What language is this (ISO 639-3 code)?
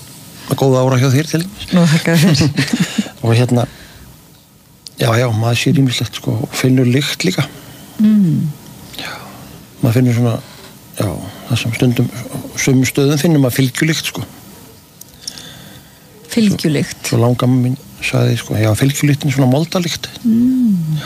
isl